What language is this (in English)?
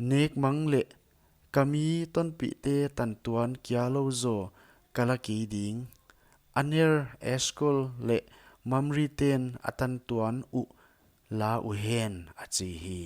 Paite Chin